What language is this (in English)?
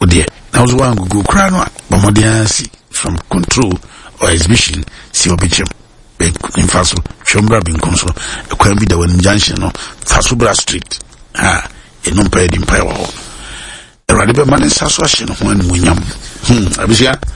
Akan